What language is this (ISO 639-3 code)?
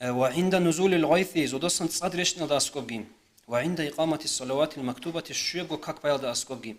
ava